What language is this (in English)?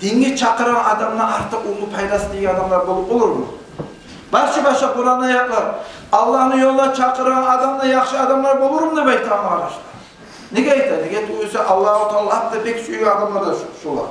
Kumyk